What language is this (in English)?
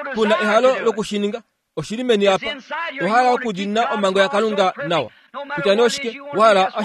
Kuanyama